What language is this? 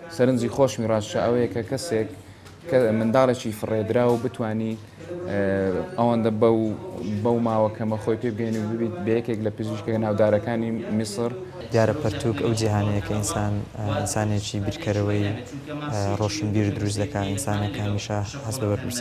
Central Kurdish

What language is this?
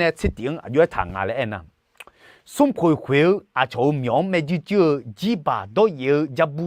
Akha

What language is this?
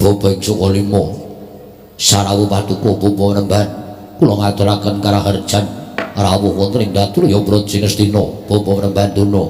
Javanese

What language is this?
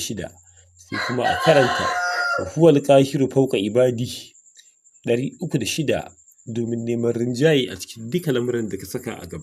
Hausa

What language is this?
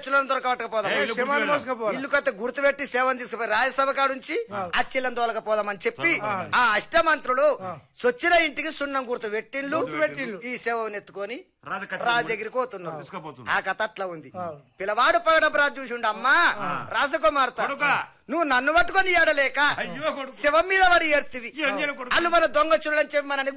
Telugu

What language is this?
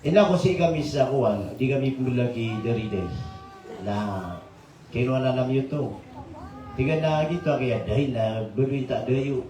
Maranao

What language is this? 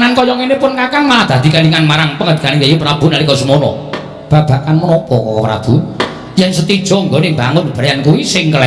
Javanese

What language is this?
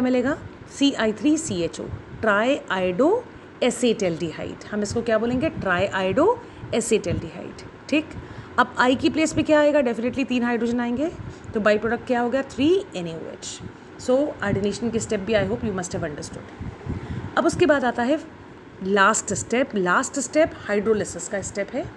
Hindi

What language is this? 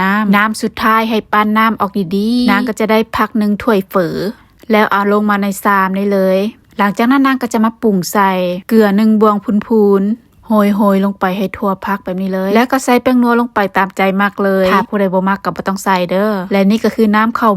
Lao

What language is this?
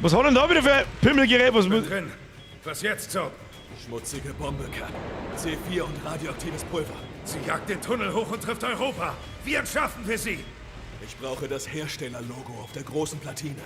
Bavarian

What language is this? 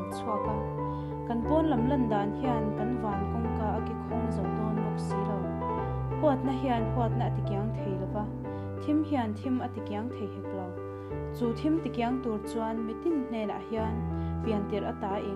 Mizo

